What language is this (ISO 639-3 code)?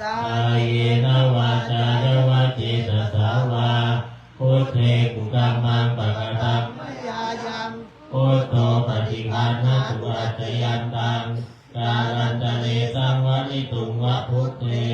pli